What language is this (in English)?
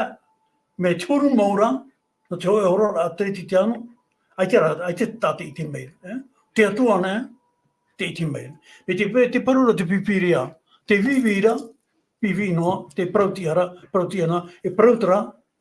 Tahitian